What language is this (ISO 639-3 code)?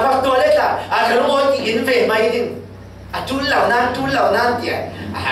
cfm